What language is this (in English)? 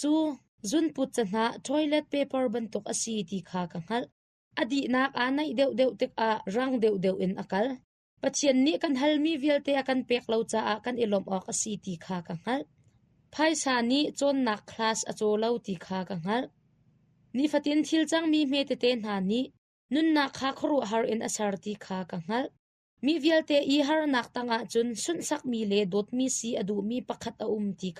Hakha Chin